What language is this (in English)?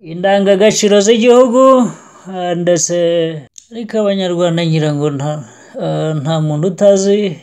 Kinyarwanda